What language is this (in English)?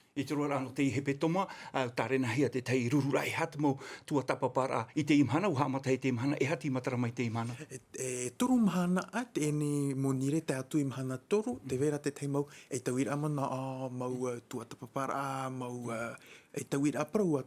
Tahitian